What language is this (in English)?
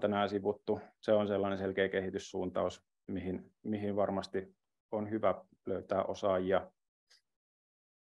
Finnish